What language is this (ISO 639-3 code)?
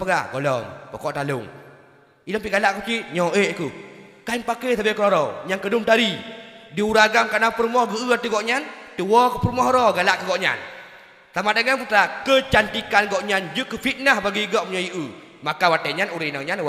ace